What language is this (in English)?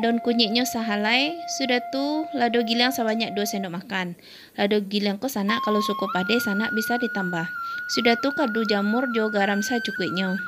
Minangkabau